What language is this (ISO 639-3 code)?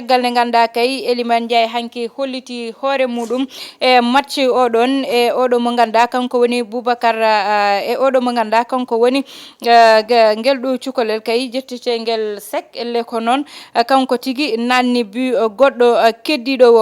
ful